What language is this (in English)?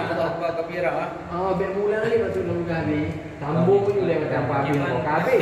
Achinese